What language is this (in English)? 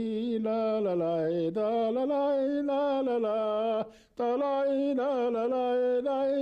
Bashkir